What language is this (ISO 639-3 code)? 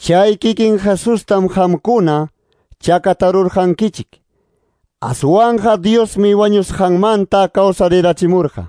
que